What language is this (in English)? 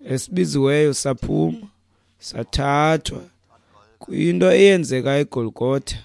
Xhosa